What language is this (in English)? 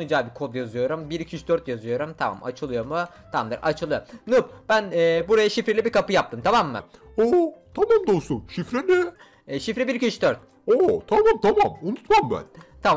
Turkish